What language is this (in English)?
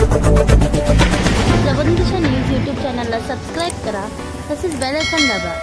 Marathi